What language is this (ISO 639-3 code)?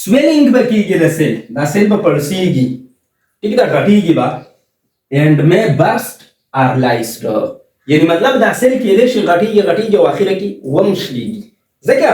pus